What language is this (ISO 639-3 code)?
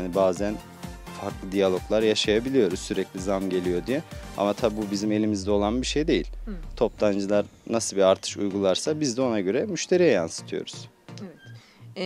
tur